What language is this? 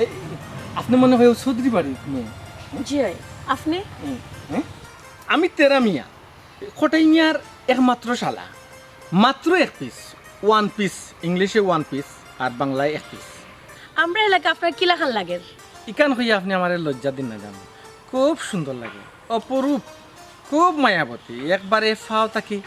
Sylheti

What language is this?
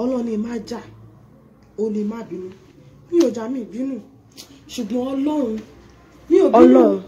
Yoruba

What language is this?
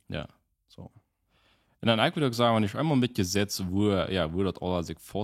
Plautdietsch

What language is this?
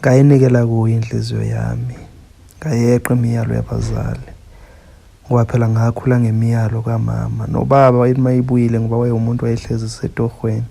Zulu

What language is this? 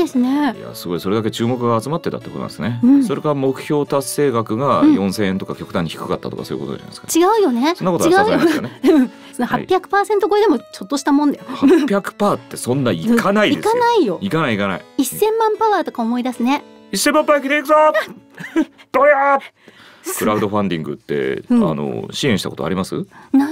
Japanese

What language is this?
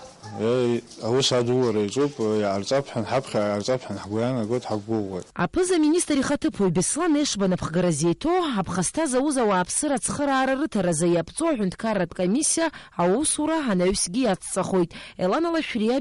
Abkhazian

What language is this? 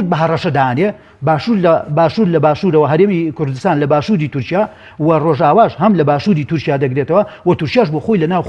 Central Kurdish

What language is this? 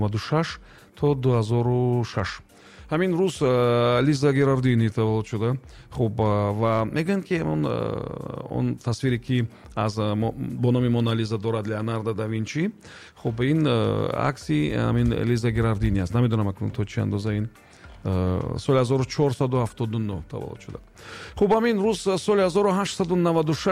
Tajik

